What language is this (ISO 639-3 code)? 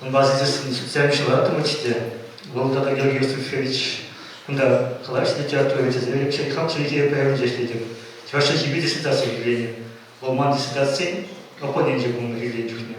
chv